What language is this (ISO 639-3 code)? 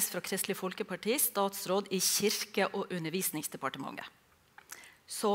nor